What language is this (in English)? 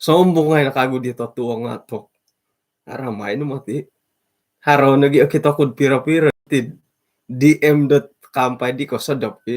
Central Dusun